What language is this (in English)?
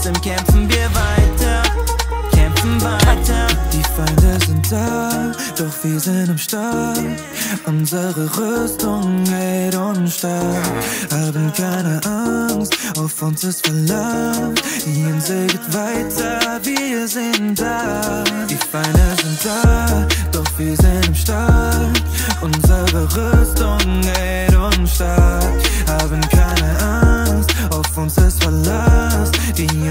German